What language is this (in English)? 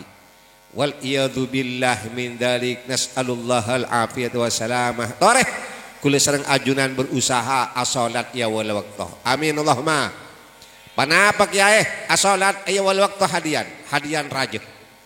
Madurese